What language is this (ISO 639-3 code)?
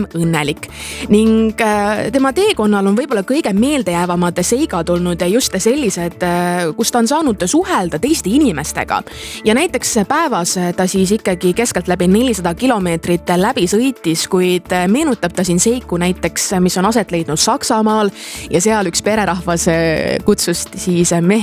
est